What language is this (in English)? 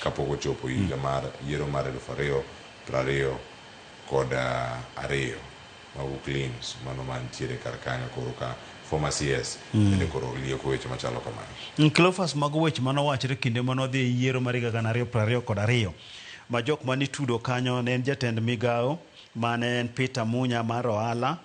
Luo (Kenya and Tanzania)